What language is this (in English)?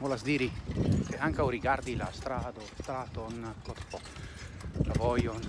Esperanto